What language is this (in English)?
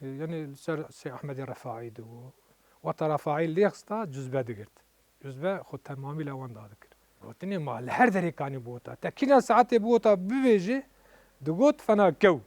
Kurdish